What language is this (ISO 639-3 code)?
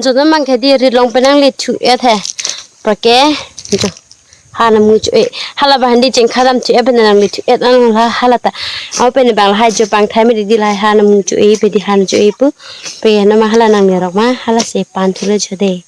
mjw